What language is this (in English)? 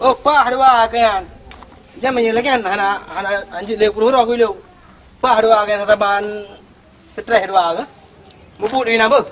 Achinese